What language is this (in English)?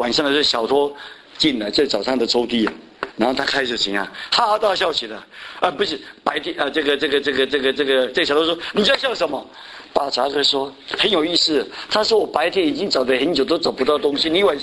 Chinese